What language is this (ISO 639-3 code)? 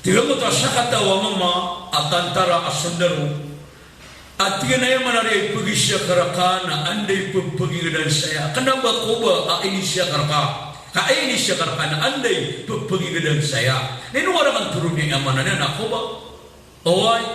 mrw